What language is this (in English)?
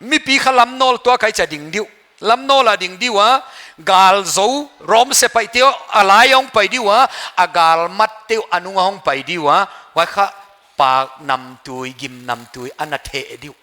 Paite Chin